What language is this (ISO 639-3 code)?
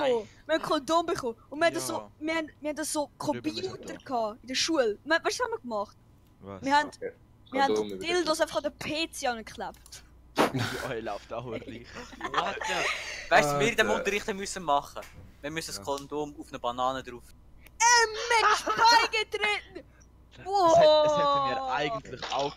gsw